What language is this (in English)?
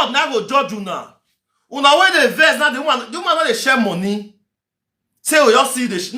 Nigerian Pidgin